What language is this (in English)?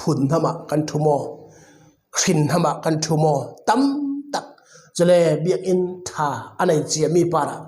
Falam Chin